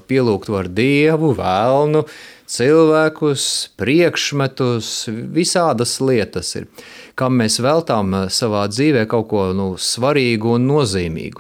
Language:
Latvian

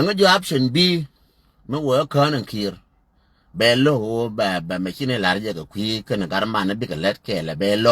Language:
Nuer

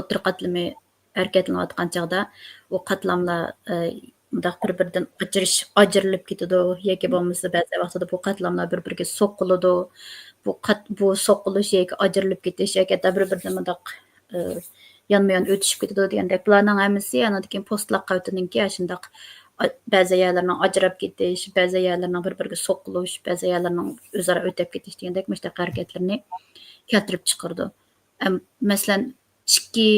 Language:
Uyghur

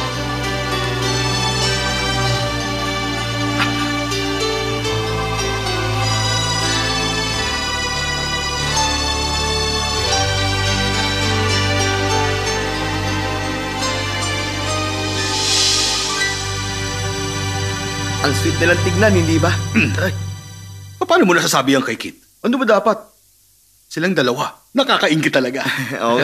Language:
Filipino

